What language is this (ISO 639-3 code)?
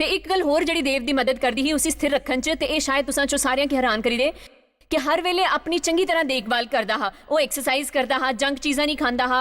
doi